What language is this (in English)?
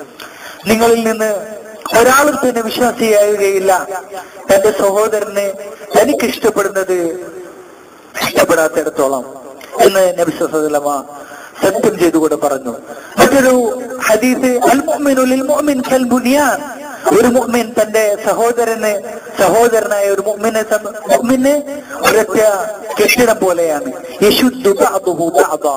Malayalam